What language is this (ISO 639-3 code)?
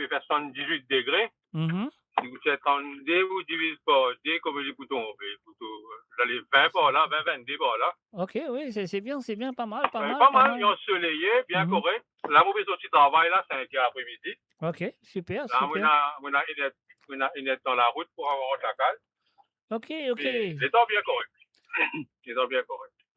mfe